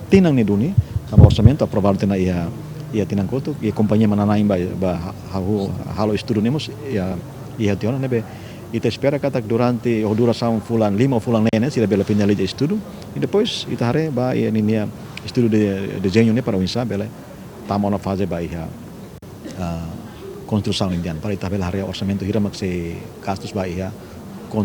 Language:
Tetum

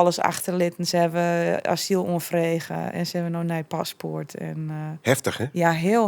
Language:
Western Frisian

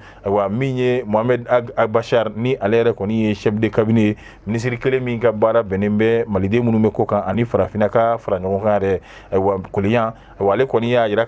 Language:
Bambara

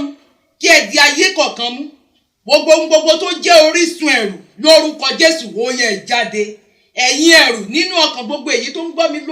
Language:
Yoruba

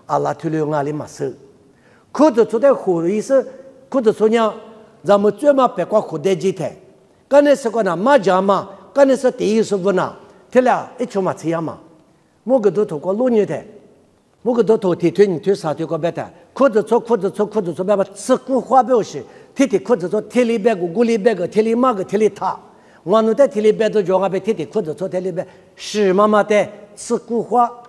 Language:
Lisu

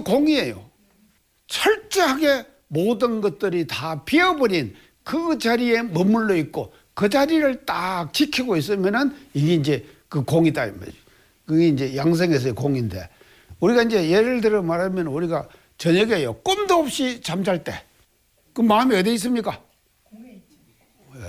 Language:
Korean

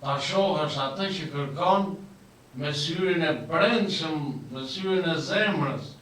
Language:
Albanian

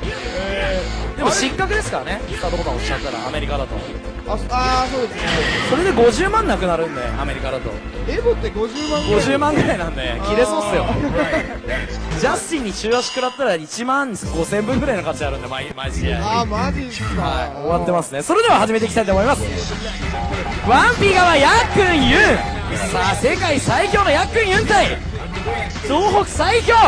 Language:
Japanese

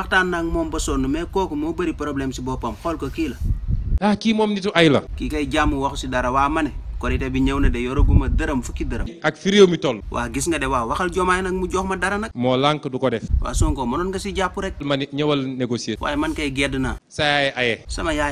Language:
Wolof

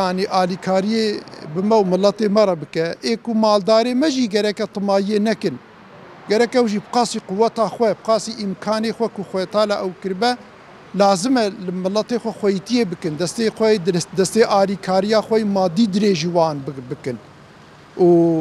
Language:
Kurdish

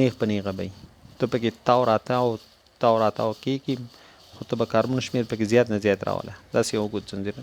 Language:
Pashto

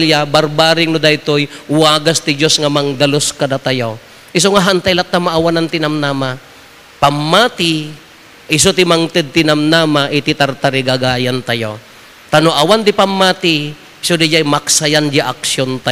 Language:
Iloko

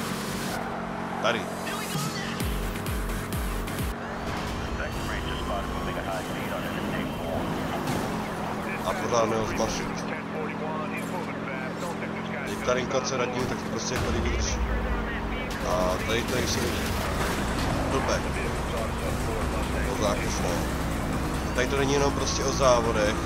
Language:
Czech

